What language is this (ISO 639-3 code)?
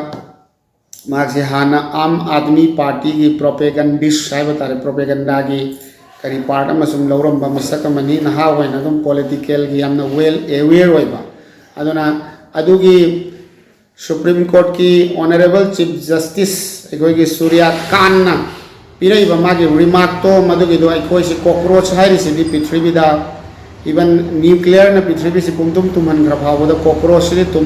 mni